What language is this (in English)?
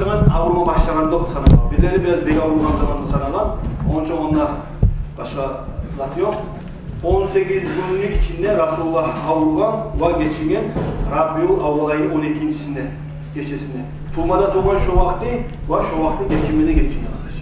Kumyk